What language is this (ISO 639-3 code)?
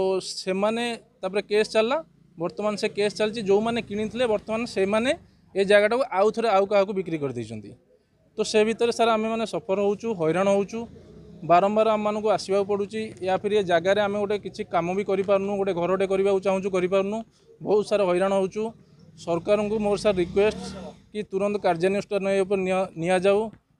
ori